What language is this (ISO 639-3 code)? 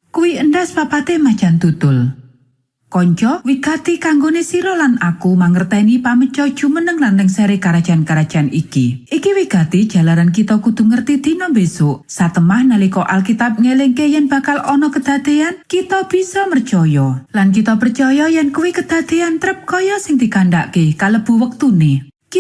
jav